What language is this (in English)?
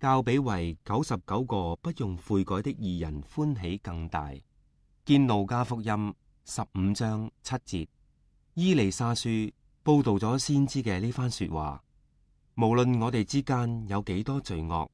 Cantonese